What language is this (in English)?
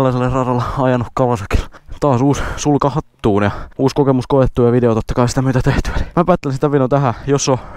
Finnish